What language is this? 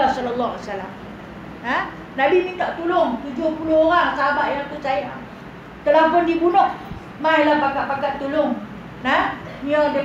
Malay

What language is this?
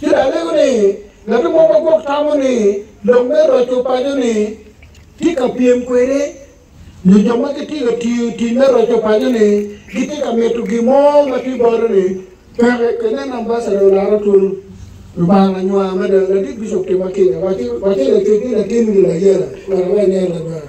Acoli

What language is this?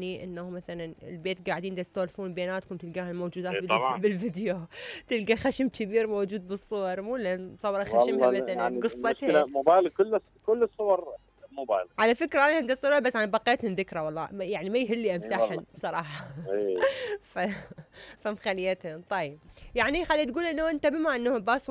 Mesopotamian Arabic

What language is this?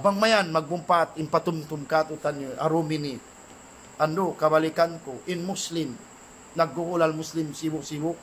Tausug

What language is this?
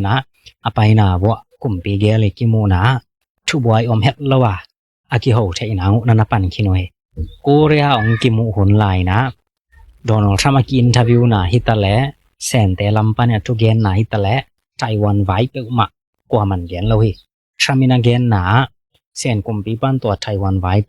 Tedim Chin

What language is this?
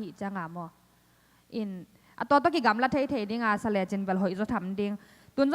Tedim Chin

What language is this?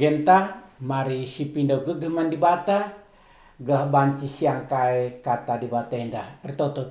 Batak Karo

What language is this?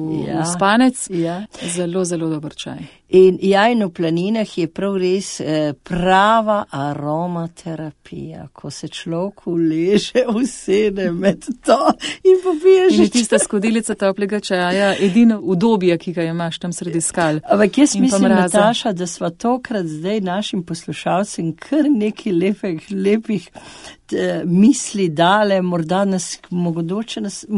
Slovenian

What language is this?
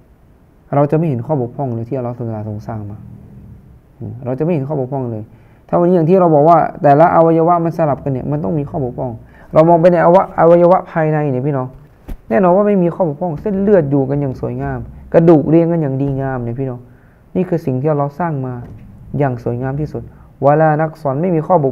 Thai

